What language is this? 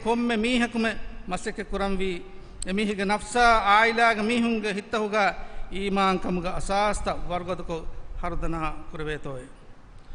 Divehi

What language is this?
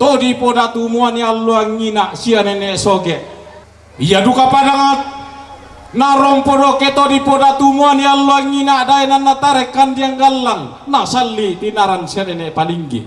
Toraja-Sa'dan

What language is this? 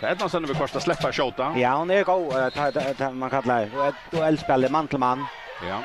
Faroese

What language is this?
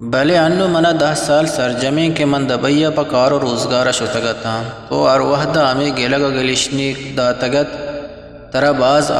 Eastern Balochi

